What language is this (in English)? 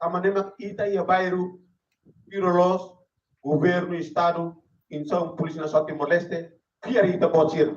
Tetum